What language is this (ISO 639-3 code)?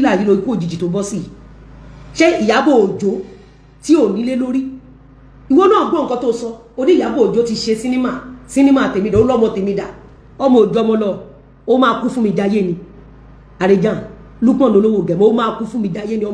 yor